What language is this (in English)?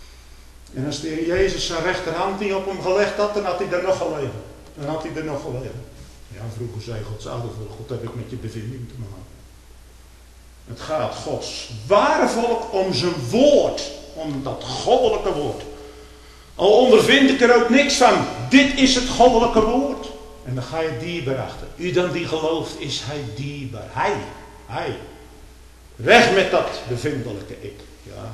Dutch